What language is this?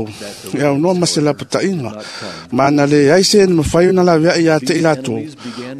Samoan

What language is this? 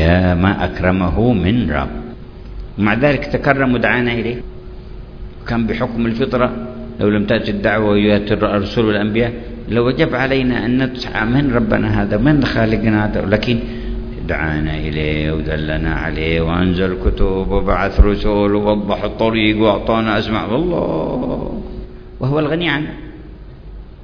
Arabic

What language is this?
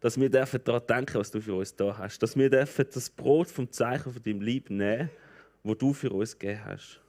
Swiss German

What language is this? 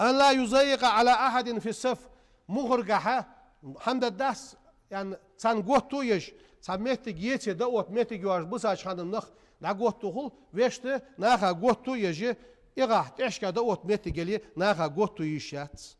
Ingush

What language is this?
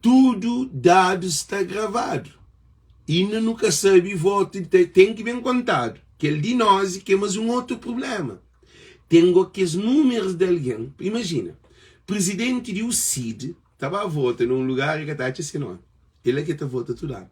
Kabuverdianu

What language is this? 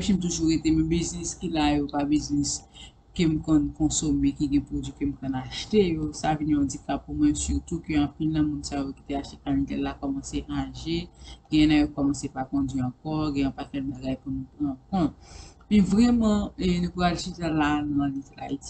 Haitian Creole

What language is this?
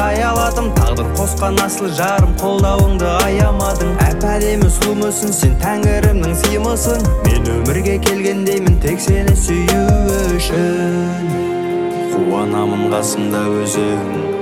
Kazakh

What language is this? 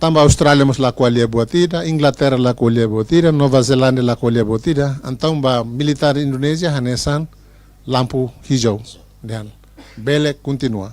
Tetum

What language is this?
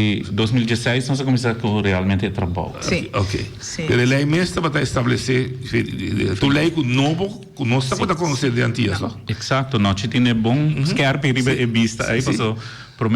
Papiamento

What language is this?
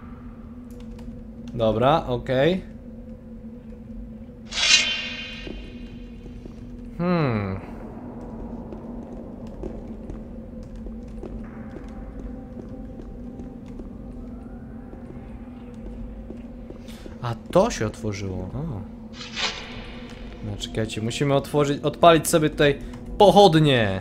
Polish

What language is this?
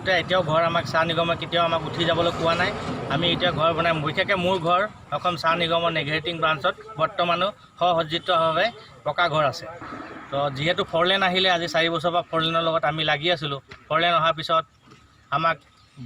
Assamese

